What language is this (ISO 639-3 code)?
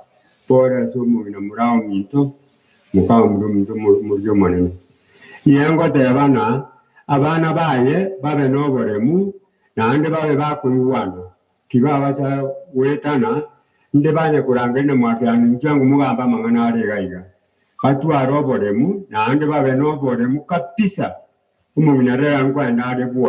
guz